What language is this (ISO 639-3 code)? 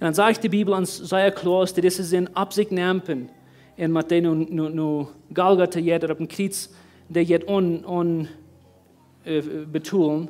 pdt